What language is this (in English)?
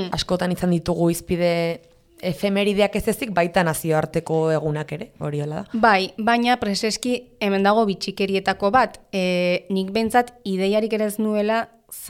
Basque